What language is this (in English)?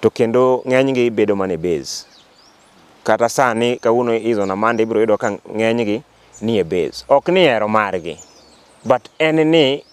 Luo (Kenya and Tanzania)